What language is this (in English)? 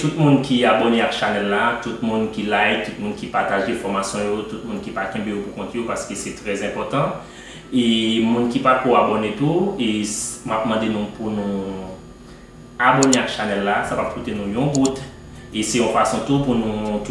Haitian Creole